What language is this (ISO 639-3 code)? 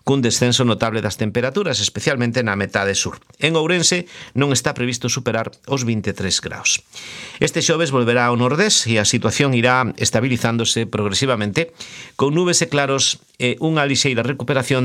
glg